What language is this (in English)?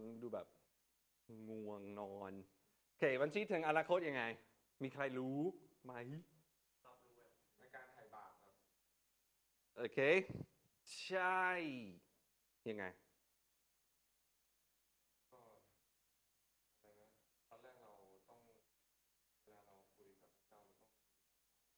Thai